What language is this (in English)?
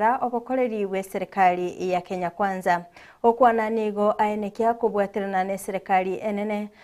Gusii